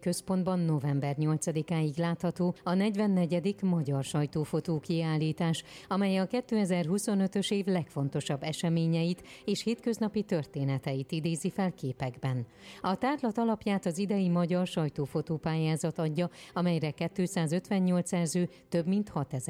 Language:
Hungarian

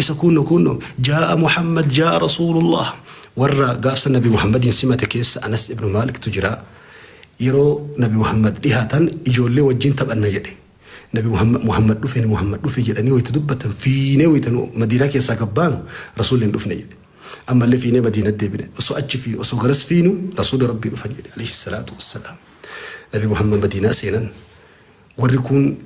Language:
Oromo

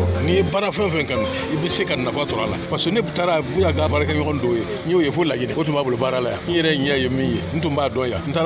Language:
Bambara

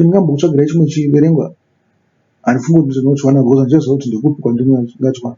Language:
Shona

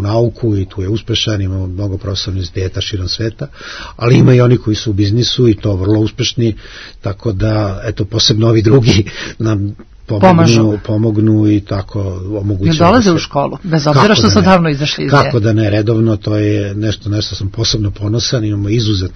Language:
Serbian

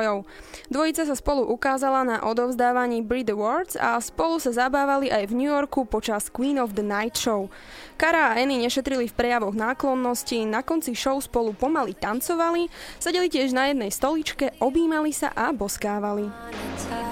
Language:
Slovak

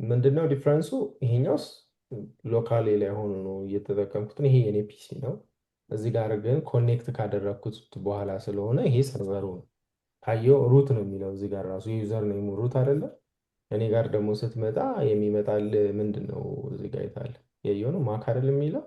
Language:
Amharic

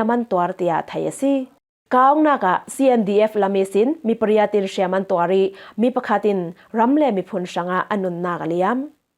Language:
Falam Chin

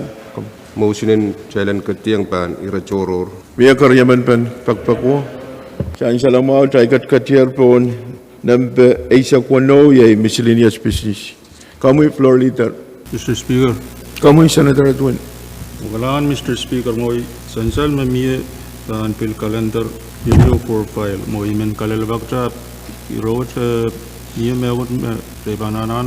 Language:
Pohnpeian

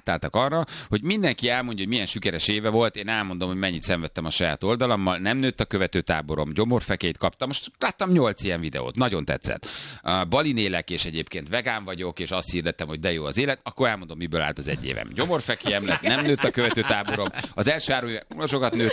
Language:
Hungarian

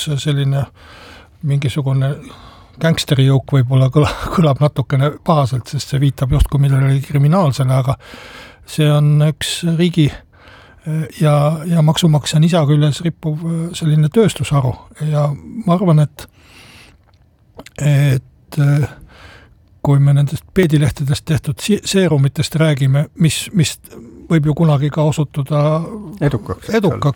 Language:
Estonian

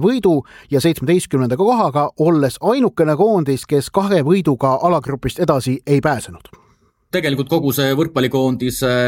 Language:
Estonian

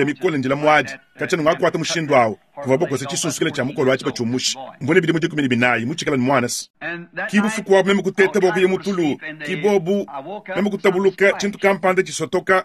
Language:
Luba-Lulua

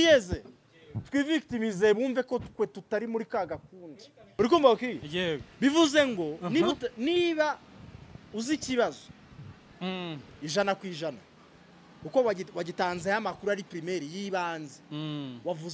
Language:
Kinyarwanda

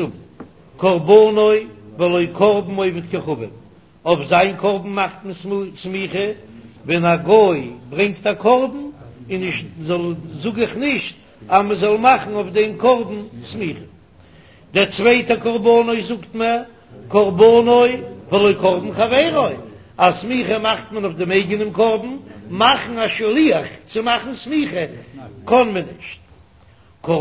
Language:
Yiddish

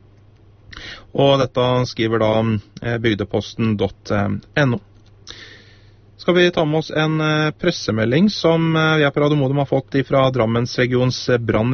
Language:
Norwegian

